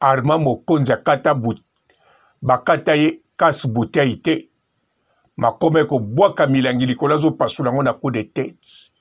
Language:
Lingala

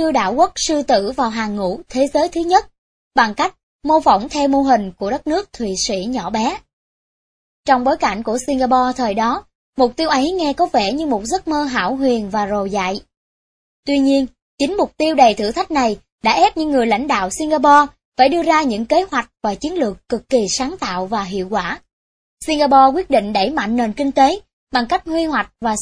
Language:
Vietnamese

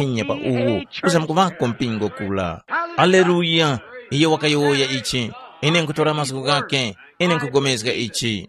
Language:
Tumbuka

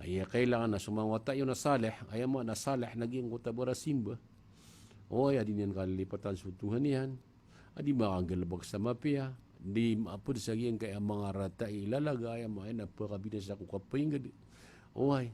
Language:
Maranao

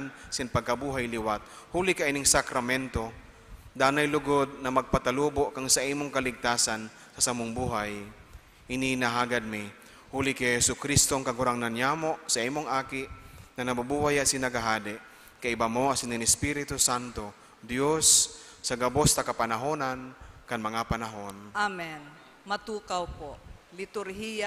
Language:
Bikol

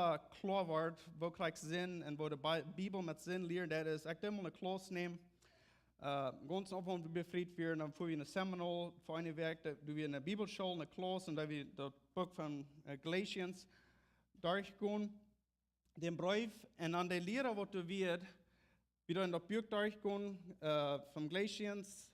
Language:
Plautdietsch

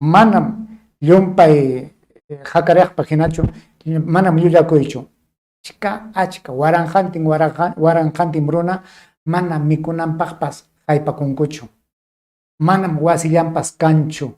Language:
Ayacucho Quechua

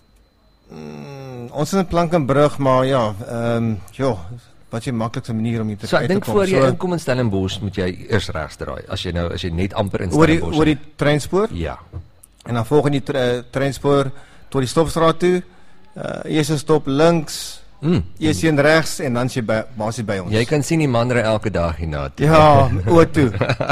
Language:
Afrikaans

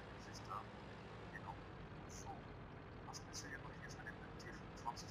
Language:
German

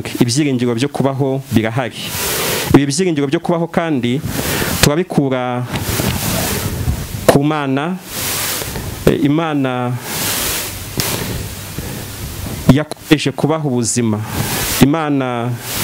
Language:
Kinyarwanda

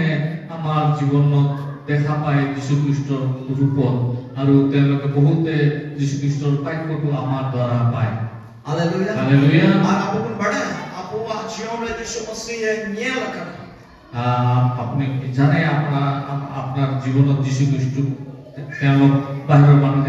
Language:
Santali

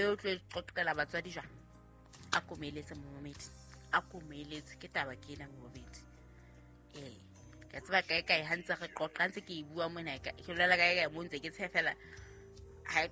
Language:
Southern Sotho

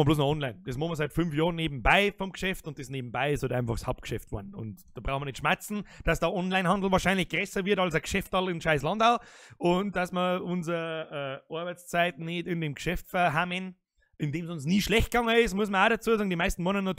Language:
Bavarian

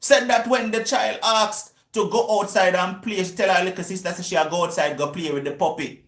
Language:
Jamaican Creole English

